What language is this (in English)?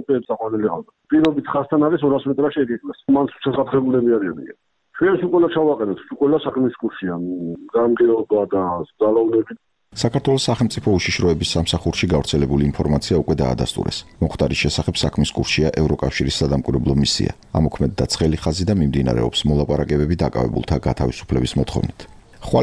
Georgian